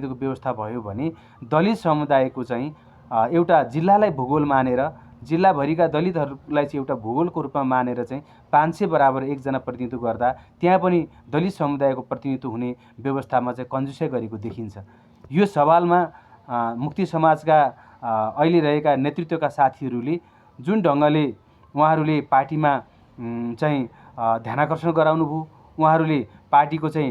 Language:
Nepali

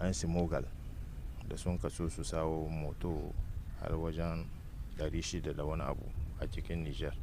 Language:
Hausa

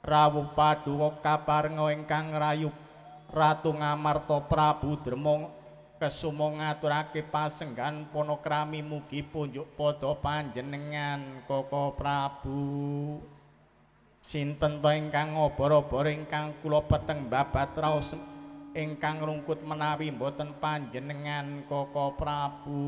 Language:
Javanese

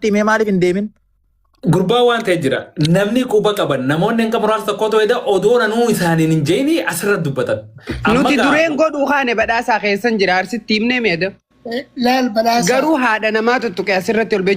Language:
Oromo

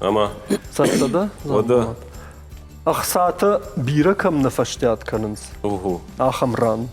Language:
Ossetic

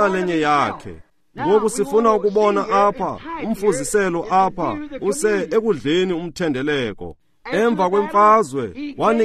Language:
Xhosa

